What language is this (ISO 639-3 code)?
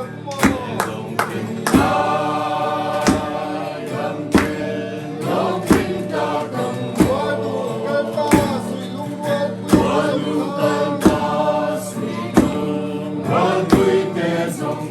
lus